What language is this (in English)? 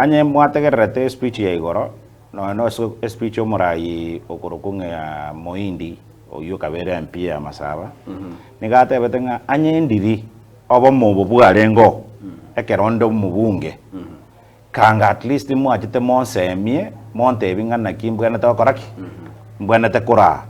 Gusii